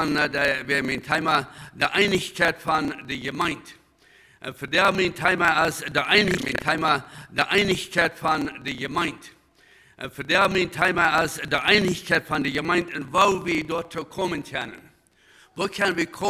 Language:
Plautdietsch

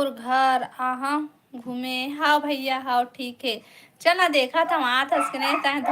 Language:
Chhattisgarhi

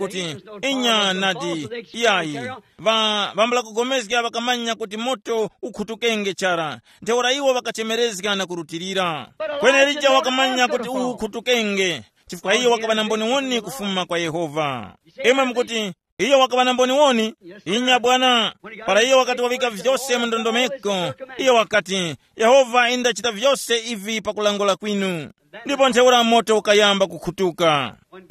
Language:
Tumbuka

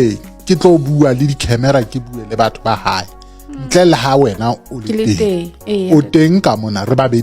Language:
Southern Sotho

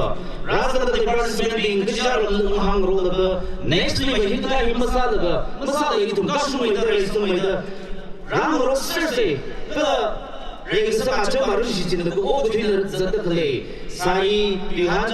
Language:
Tangkhul Naga (India)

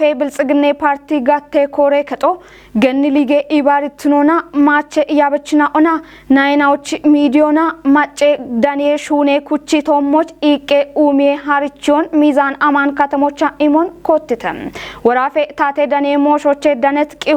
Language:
Kafa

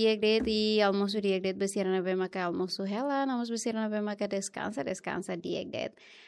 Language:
Tetum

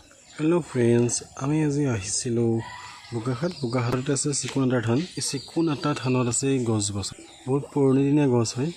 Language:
Assamese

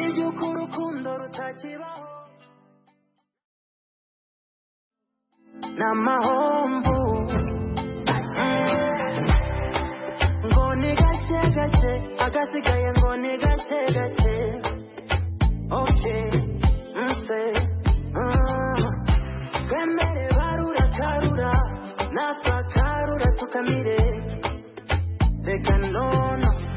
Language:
Kinyarwanda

